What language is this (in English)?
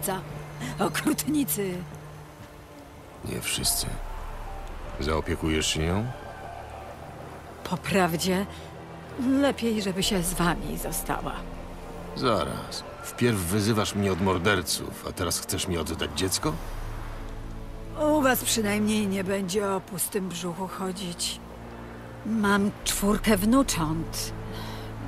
Polish